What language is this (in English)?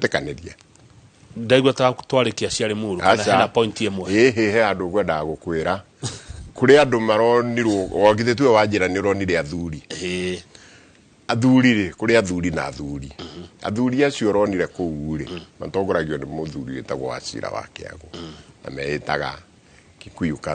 Kikuyu